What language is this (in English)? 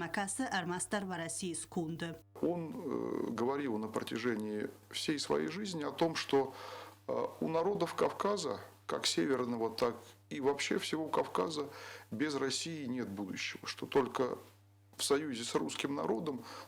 Ossetic